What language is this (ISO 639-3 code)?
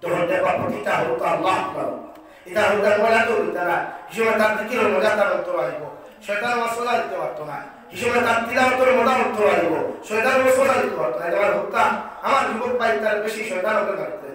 syl